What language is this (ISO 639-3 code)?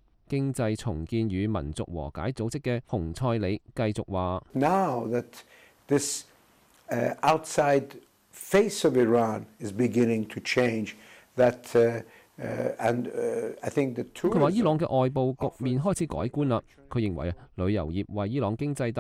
yue